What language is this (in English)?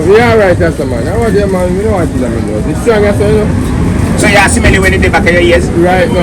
Jamaican Creole English